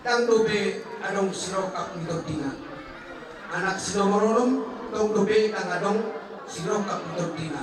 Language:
Batak Toba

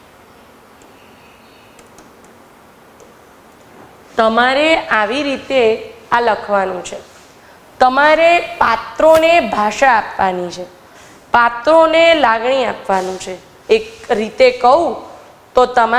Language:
Gujarati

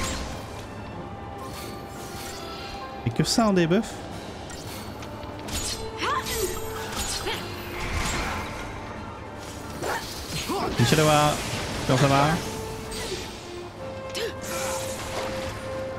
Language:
French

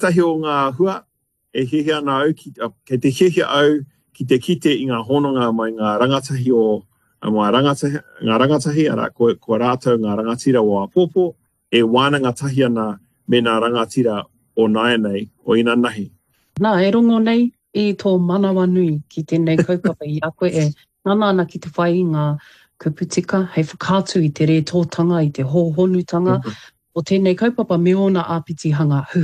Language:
Māori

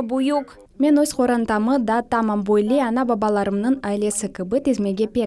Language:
Crimean Tatar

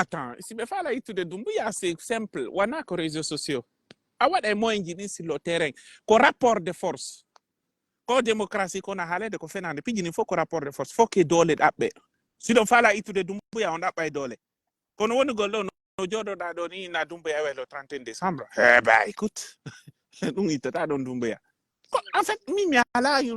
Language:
Pular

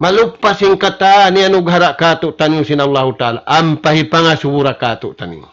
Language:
Tausug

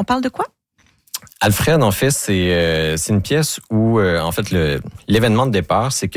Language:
French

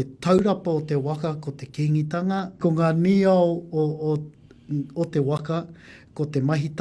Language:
Māori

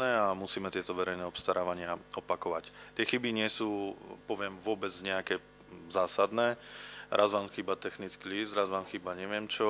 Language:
Slovak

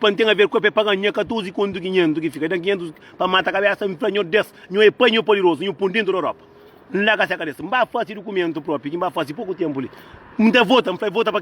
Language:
Kabuverdianu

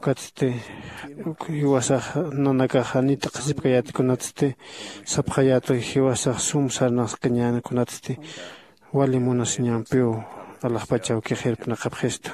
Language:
Aymara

